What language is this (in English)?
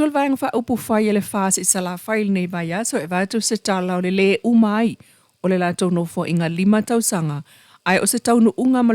Samoan